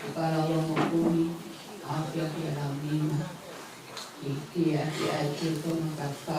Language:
Tongan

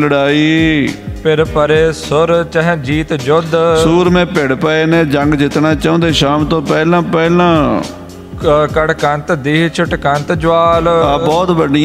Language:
Punjabi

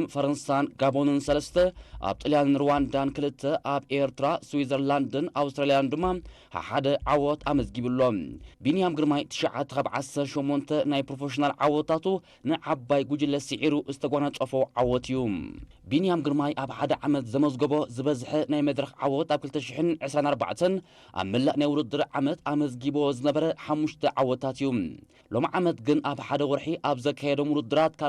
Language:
Tigrinya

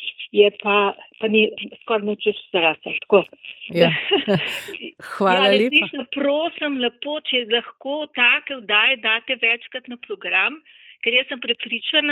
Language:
Slovenian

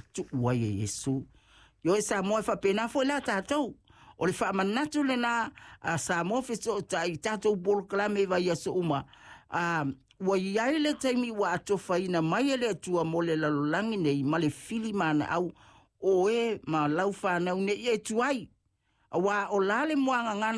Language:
Samoan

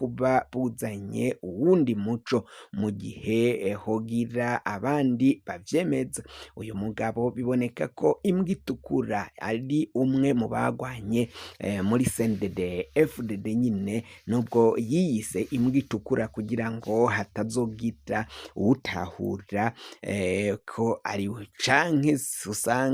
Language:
Rundi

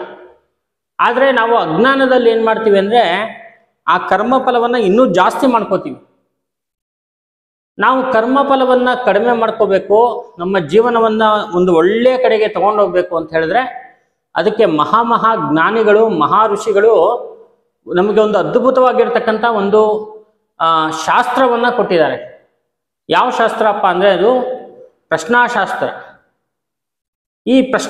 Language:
Kannada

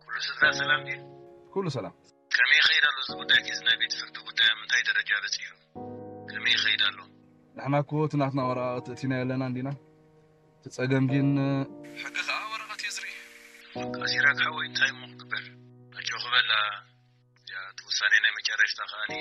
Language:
Tigrinya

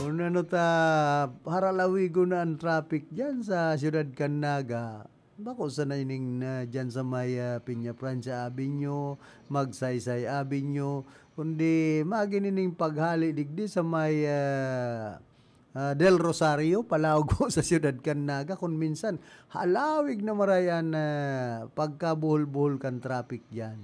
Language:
Bikol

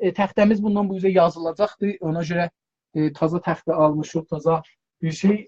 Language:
South Azerbaijani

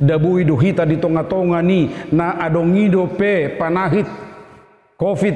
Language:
Batak Toba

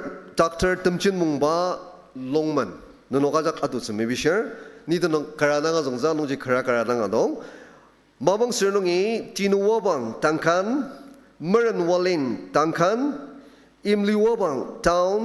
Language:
Ao Naga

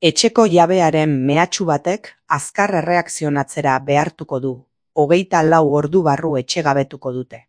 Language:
Basque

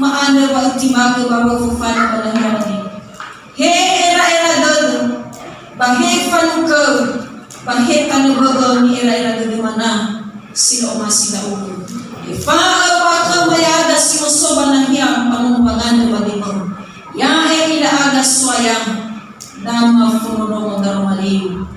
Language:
Nias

